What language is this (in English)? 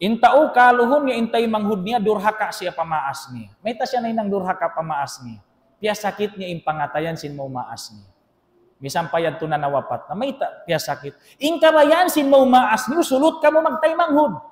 Tausug